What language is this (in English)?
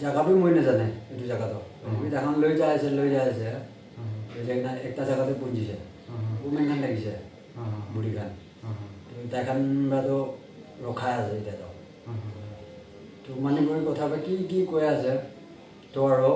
Naga Pidgin